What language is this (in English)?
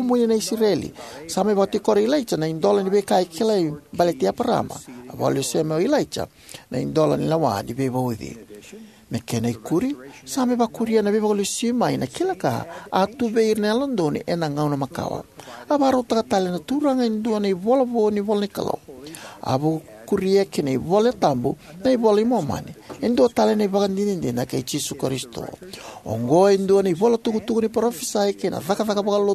Fijian